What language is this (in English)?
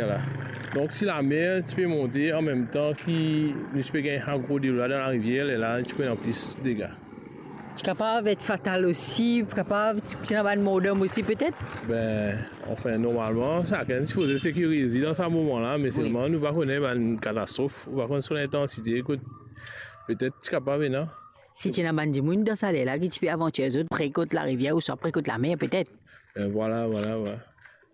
Morisyen